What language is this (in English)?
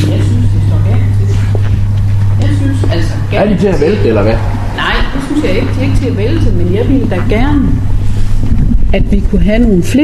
Danish